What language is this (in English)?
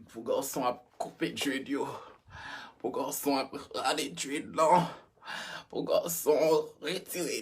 Haitian Creole